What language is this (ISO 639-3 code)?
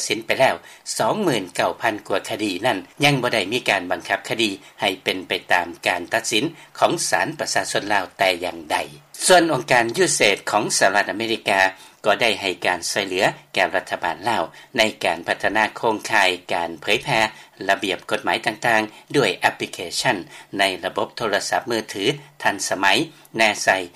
lao